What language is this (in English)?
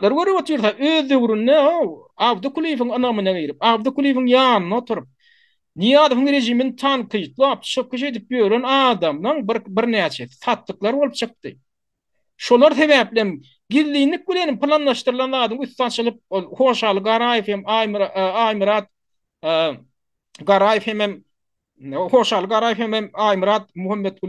Turkmen